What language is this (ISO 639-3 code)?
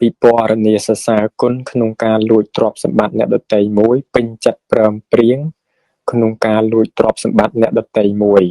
khm